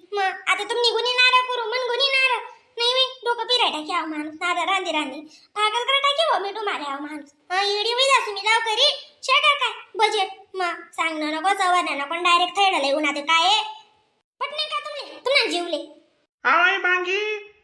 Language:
Khandesi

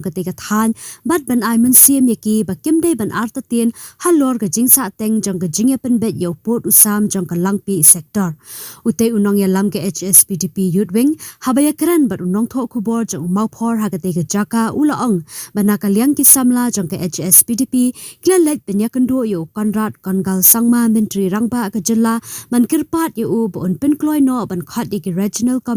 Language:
Khasi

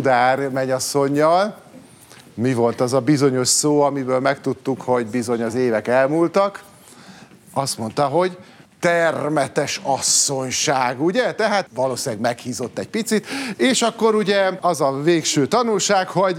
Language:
Hungarian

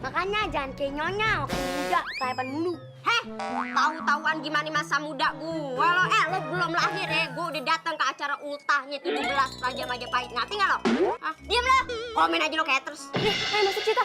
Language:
Betawi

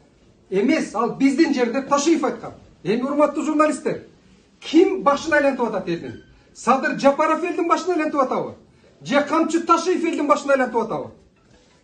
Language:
Kyrgyz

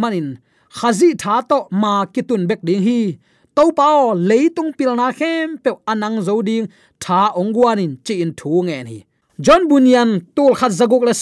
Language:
Tedim Chin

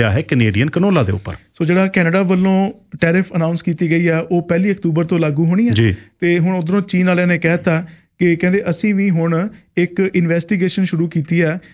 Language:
Punjabi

